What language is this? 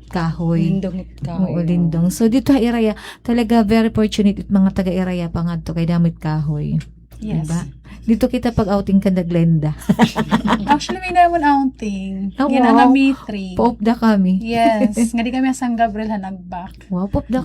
Waray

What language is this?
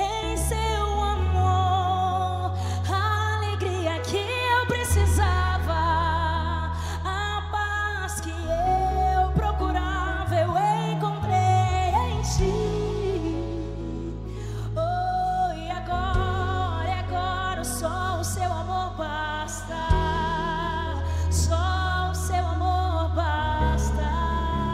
Portuguese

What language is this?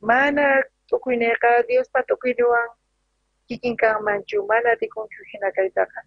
South Bolivian Quechua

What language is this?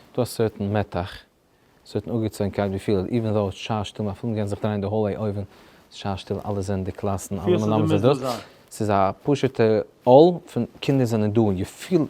Yiddish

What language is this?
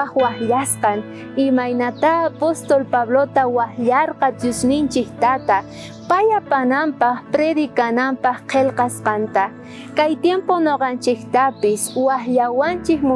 South Bolivian Quechua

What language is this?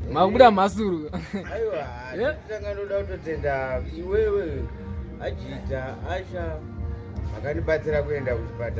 Shona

